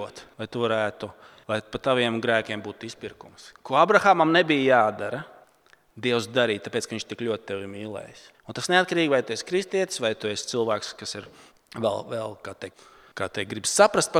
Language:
Latvian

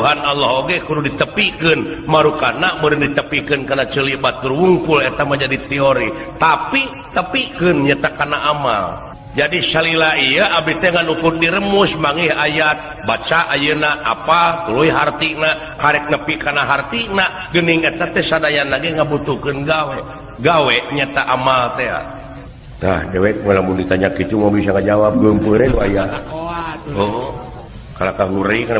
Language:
Sundanese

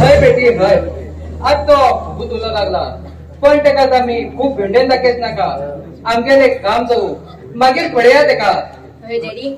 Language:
Konkani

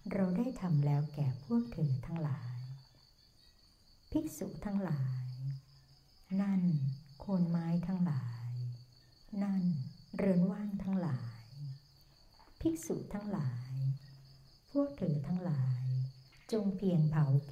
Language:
Thai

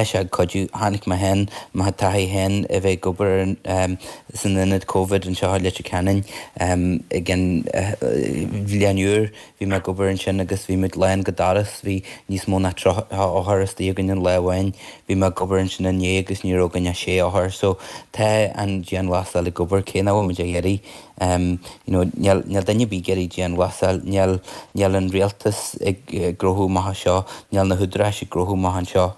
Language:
Irish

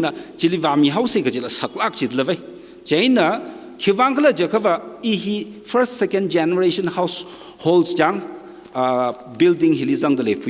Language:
Tangkhul Naga (India)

